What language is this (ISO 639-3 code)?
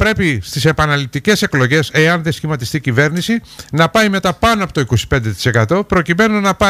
ell